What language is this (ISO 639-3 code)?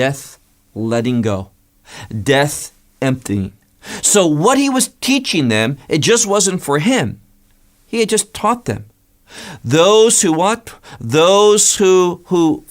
eng